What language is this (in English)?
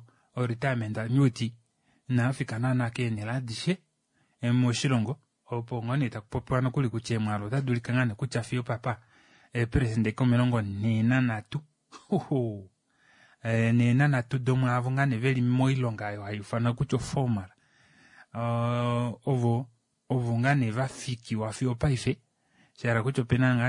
Kuanyama